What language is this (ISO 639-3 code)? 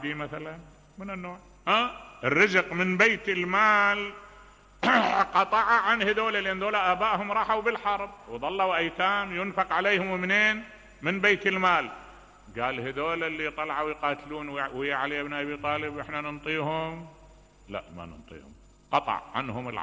acm